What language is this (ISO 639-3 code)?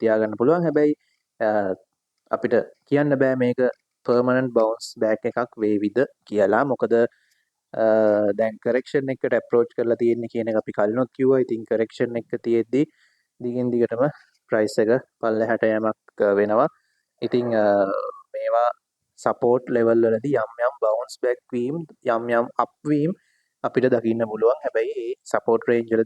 sin